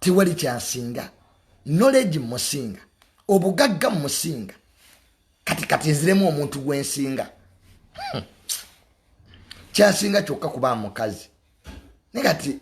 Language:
Ganda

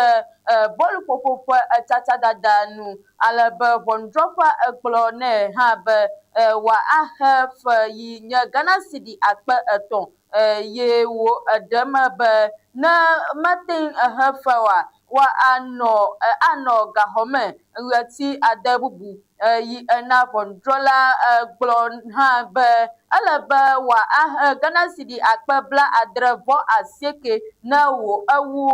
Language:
Ewe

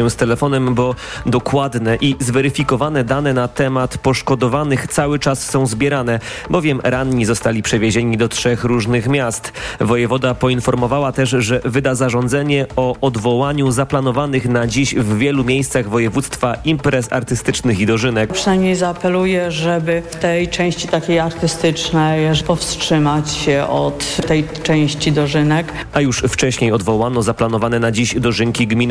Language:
Polish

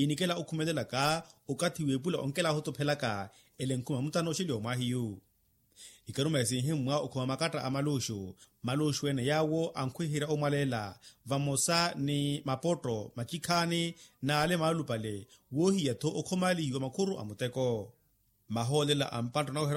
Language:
Makhuwa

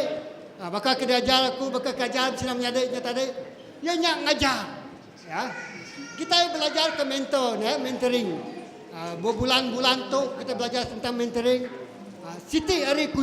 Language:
Iban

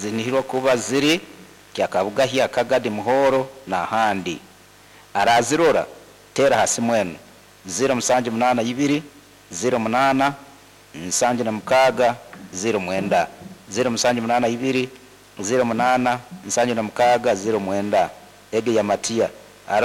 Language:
Nyoro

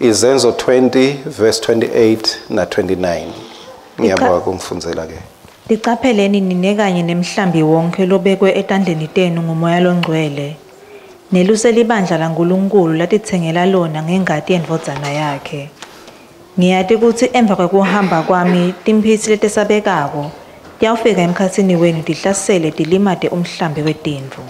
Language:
Swati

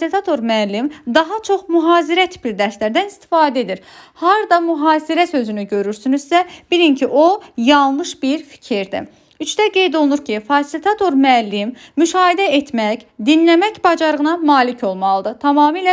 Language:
Azerbaijani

